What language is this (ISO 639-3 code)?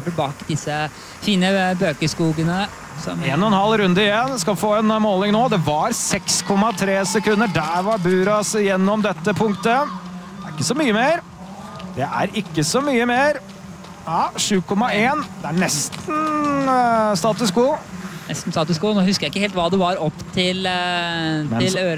nor